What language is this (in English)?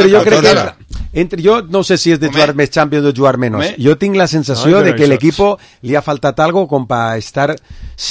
Catalan